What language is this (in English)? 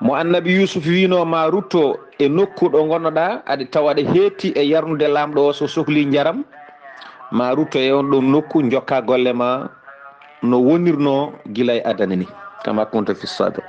Fula